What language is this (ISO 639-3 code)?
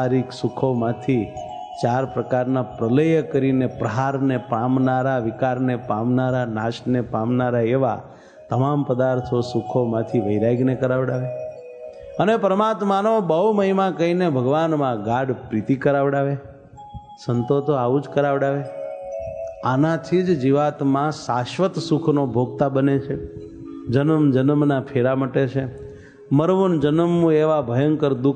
guj